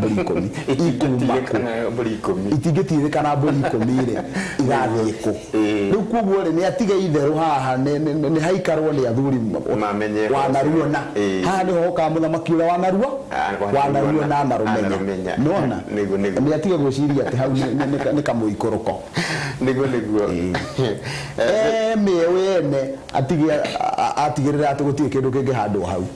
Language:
Kikuyu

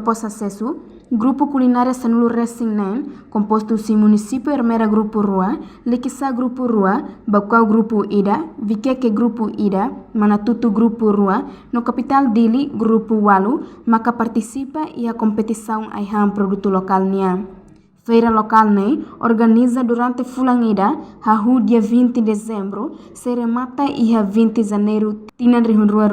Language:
Tetum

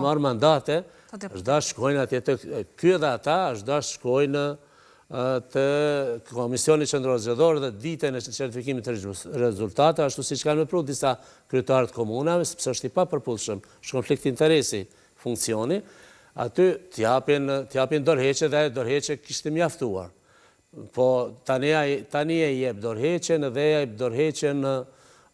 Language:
Albanian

